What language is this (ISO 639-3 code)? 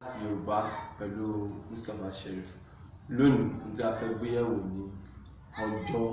yor